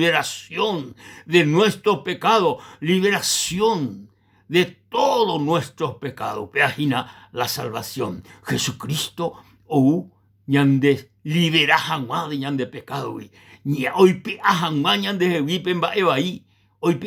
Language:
Guarani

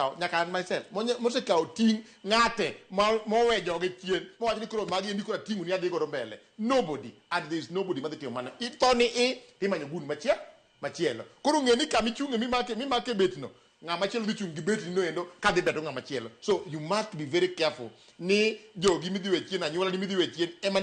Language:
Luo (Kenya and Tanzania)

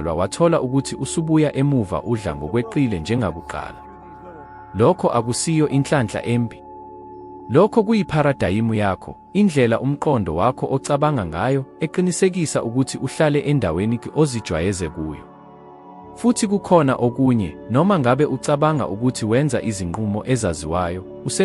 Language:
Zulu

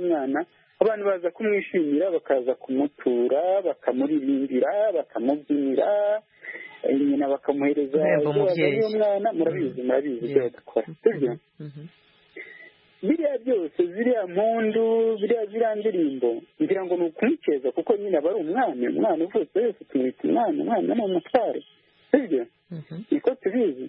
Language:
Kinyarwanda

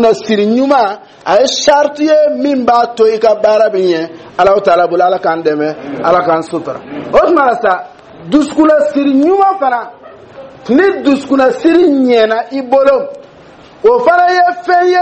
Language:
Dyula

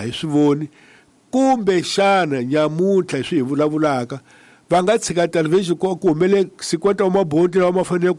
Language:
Tsonga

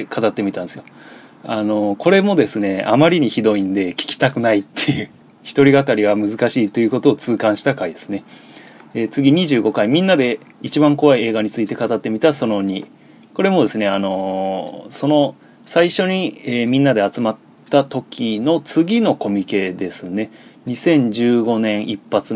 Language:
Japanese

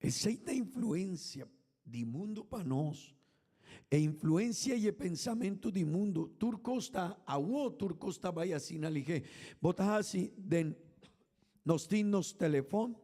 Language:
Papiamento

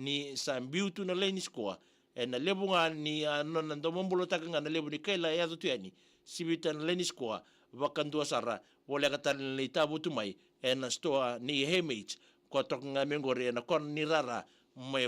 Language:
Fijian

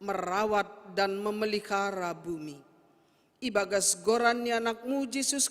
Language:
Batak Simalungun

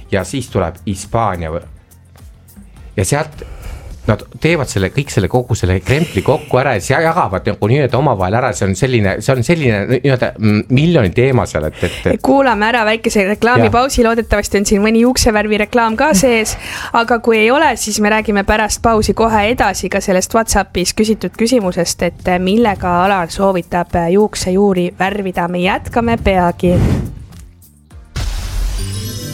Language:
Estonian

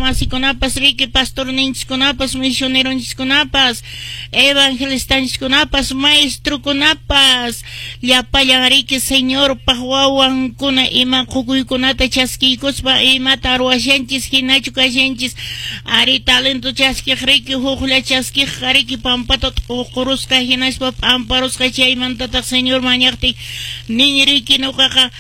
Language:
Quechua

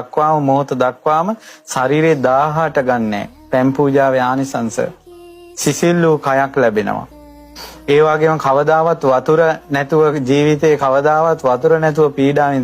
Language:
Sinhala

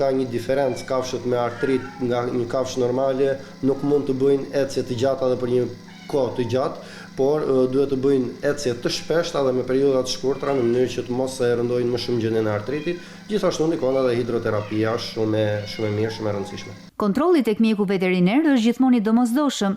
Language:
Albanian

